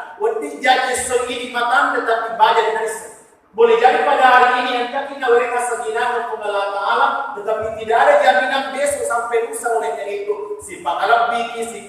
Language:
Buginese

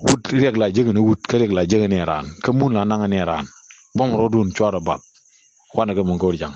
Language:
Nuer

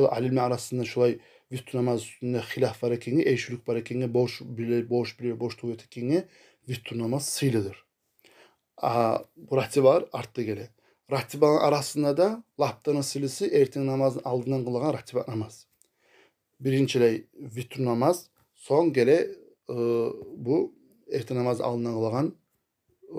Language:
Kumyk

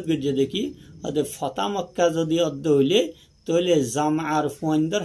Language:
Rohingya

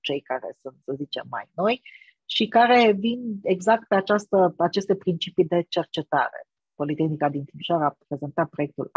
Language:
Romanian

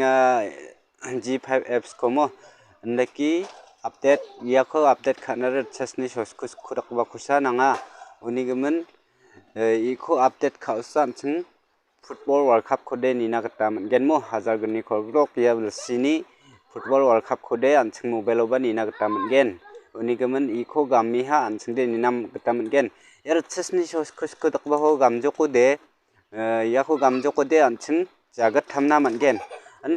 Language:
Garo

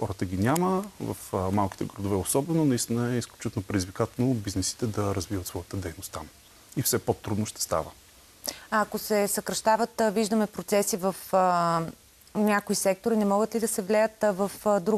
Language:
Bulgarian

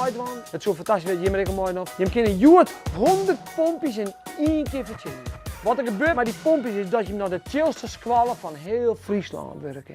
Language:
Western Frisian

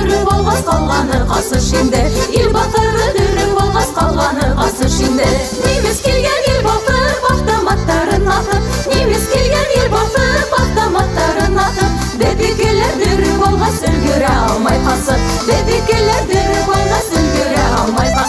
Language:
Bashkir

